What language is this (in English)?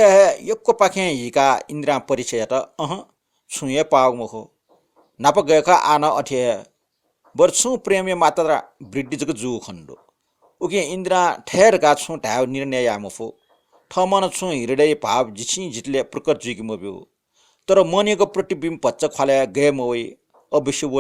Newari